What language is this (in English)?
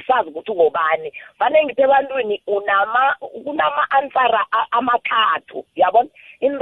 South Ndebele